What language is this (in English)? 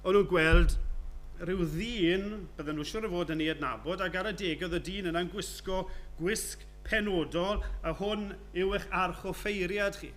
Welsh